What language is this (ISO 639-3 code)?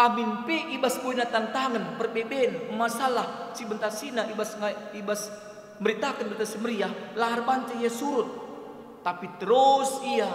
btx